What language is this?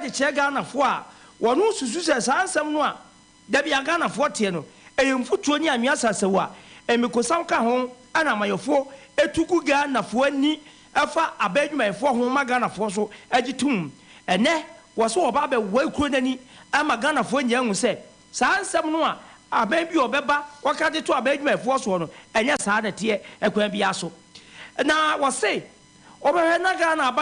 Akan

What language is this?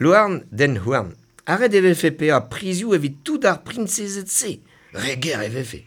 Breton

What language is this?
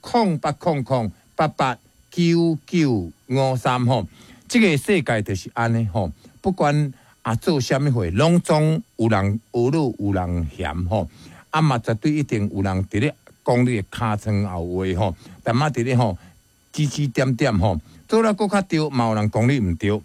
Min Nan Chinese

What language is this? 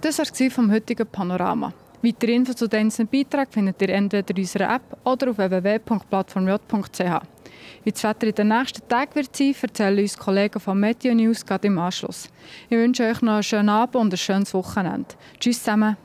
Swiss German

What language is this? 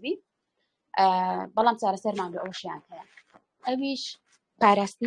Central Kurdish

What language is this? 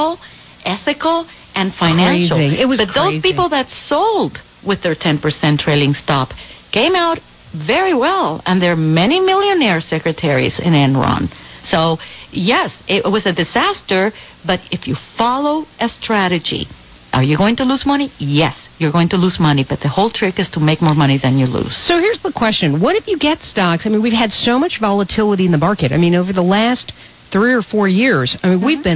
English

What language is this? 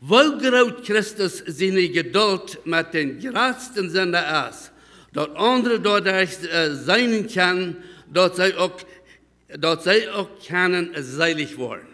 Plautdietsch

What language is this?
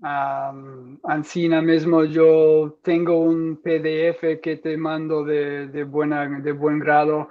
Ladino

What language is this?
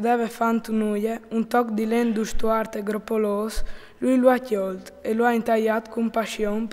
Friulian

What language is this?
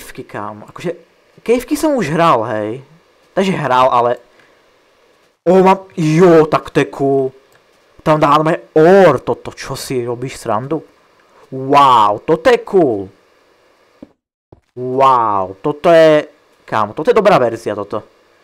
Slovak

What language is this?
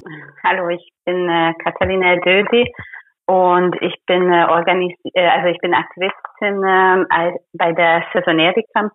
German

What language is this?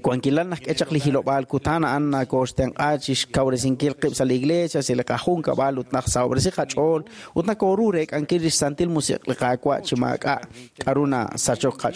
Kekchí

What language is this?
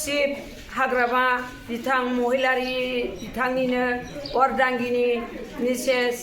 Bodo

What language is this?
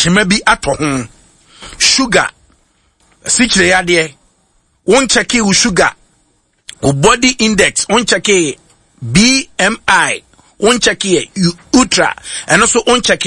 Akan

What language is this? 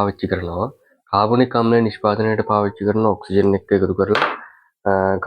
Sinhala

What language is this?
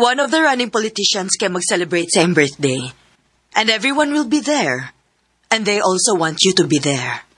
Cebuano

